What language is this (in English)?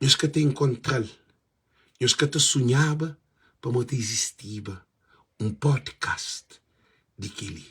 Kabuverdianu